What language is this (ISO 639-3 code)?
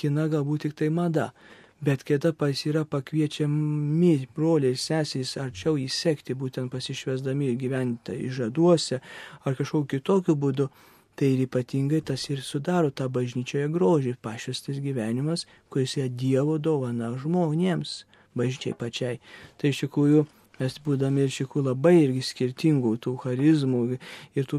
lit